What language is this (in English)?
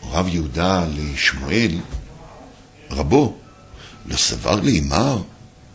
Hebrew